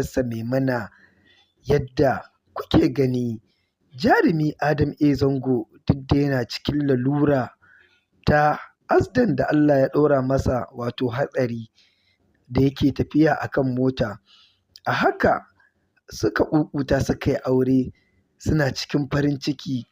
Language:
Hausa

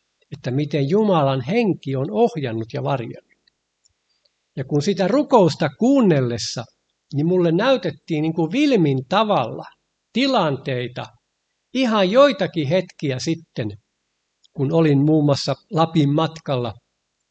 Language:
Finnish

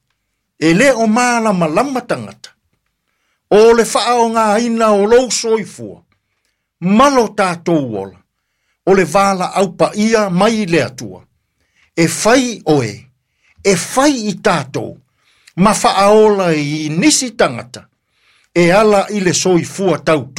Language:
Samoan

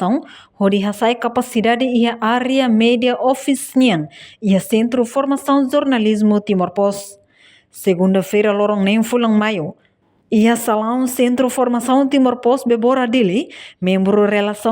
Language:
Tetum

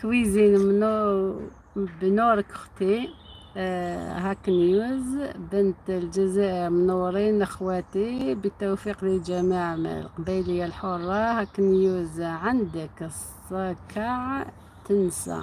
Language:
Algerian Arabic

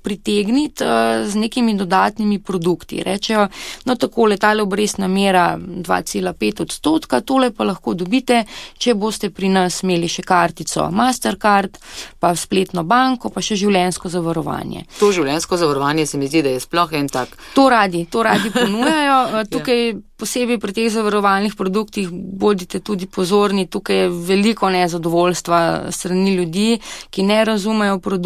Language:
Slovenian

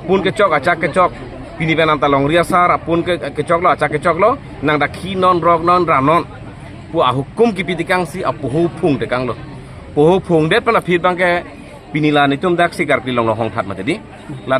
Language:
Karbi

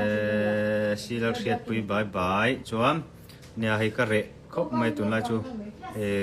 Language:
Mizo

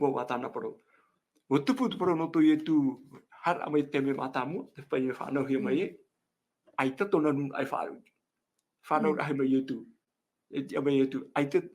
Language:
Tahitian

